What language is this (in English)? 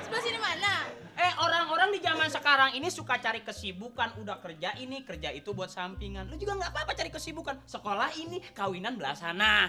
Betawi